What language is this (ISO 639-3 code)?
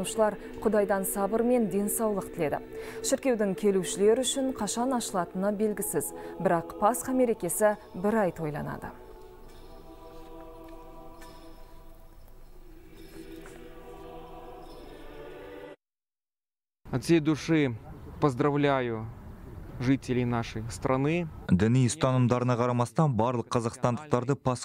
kaz